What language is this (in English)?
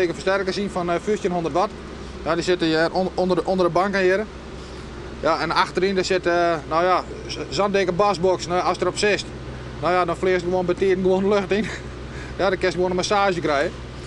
Western Frisian